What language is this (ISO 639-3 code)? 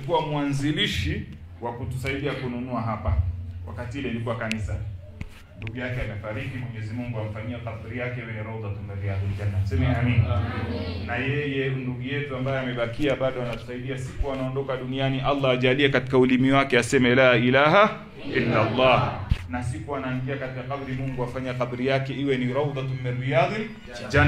swa